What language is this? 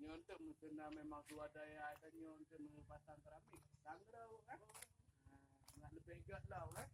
Achinese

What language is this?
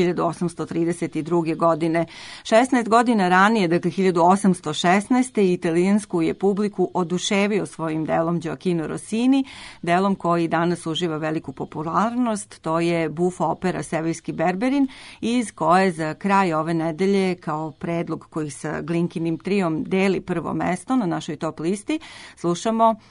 Serbian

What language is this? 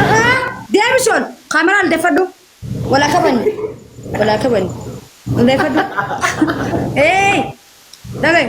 Oromo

